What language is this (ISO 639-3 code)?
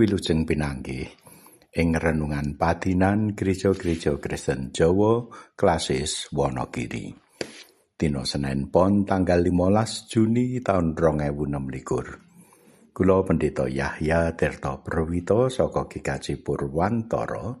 jav